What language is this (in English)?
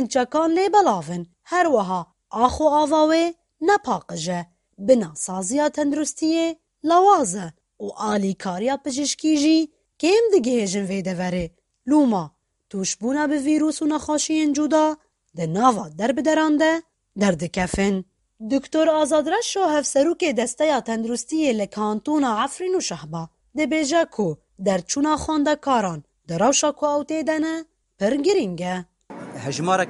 Kurdish